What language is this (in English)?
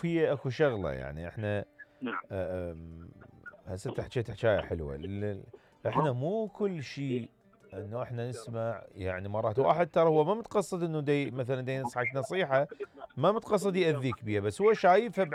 Mesopotamian Arabic